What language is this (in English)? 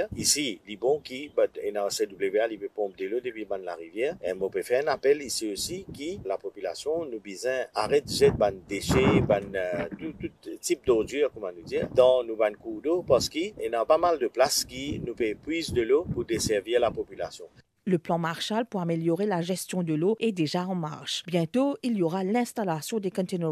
Morisyen